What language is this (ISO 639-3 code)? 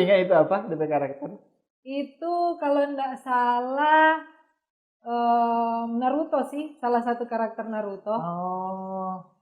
xmm